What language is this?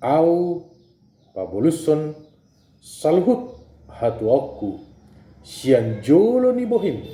Batak Toba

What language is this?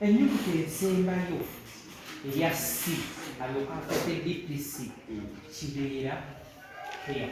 Ganda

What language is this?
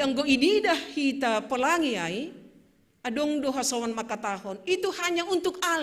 Batak Simalungun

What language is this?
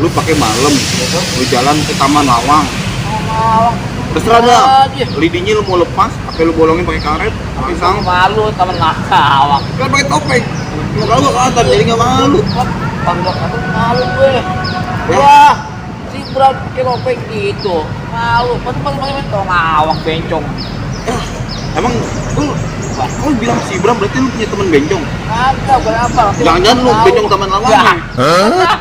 Betawi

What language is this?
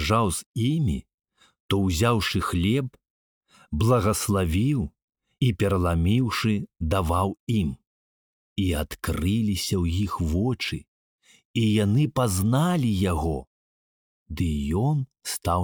Belarusian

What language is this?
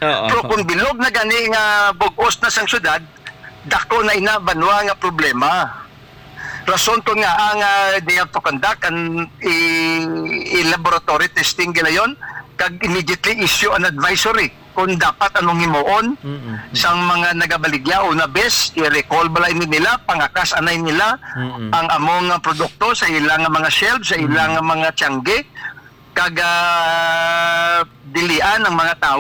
Hiligaynon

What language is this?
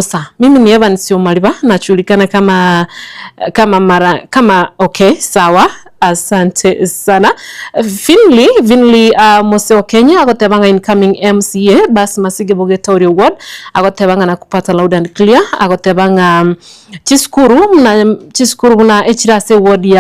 Gusii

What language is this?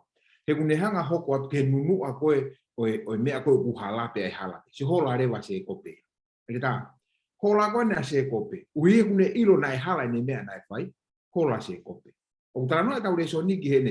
Tongan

